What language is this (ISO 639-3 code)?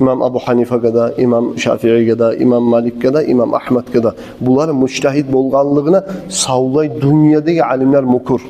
kum